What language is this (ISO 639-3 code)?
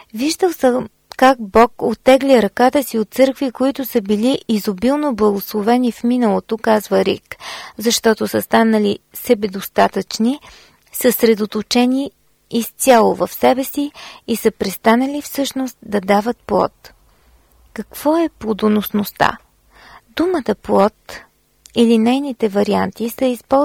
bul